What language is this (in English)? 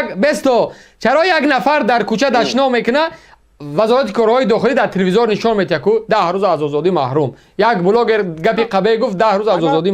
Tajik